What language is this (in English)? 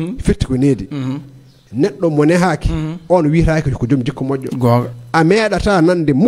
Fula